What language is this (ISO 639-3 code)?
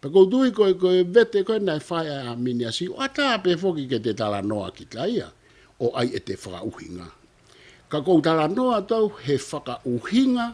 ton